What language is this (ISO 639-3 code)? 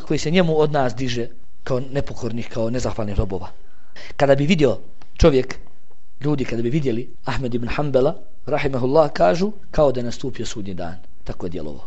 bos